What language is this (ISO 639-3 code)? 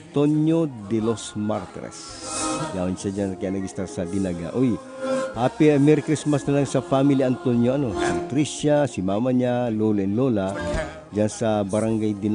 bik